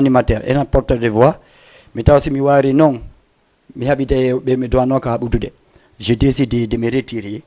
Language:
Fula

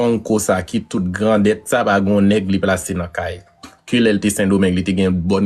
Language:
Haitian Creole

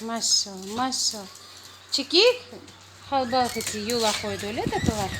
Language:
Crimean Tatar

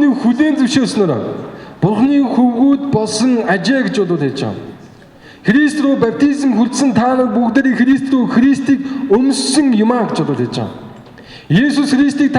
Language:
Mongolian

